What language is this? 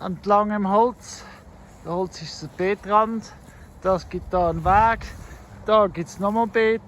Swiss German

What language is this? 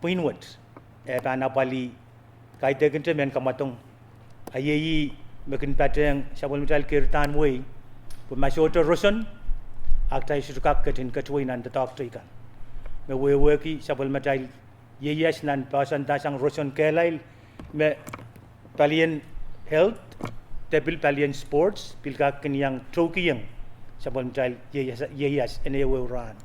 Pohnpeian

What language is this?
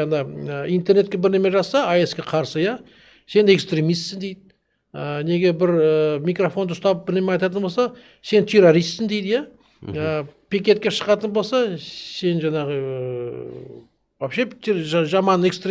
Kazakh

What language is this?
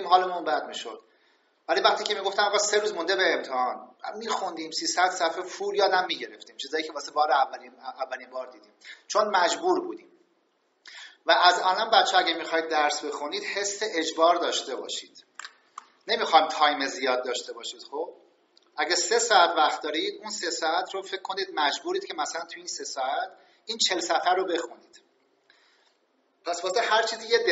Persian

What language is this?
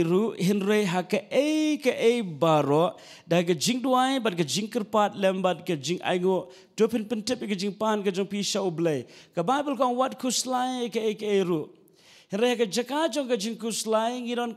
Khasi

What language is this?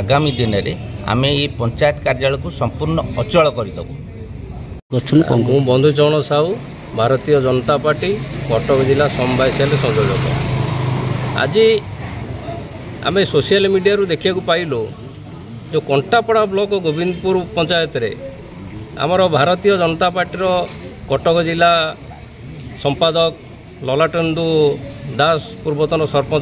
Odia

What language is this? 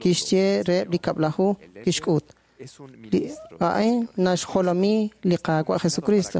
Kekchí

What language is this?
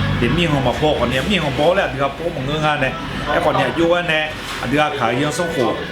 Akha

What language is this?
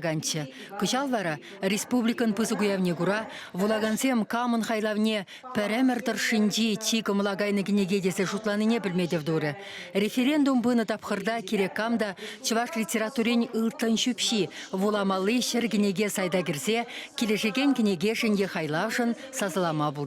Chuvash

